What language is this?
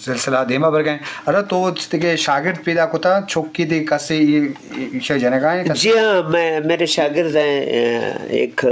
Eastern Balochi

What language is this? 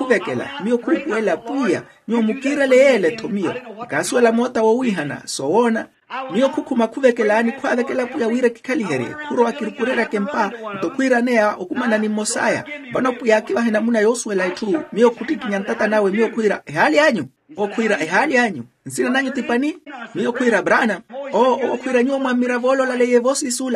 Makhuwa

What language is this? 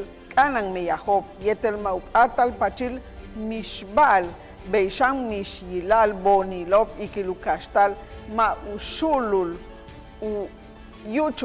Yucateco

